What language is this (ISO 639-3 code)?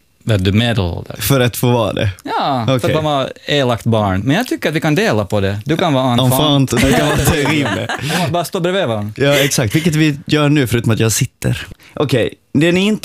swe